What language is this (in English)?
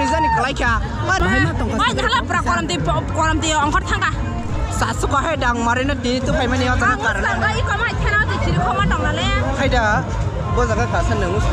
Kok Borok